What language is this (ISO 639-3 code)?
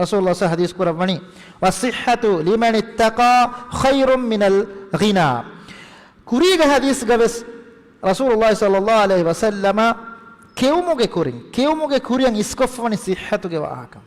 div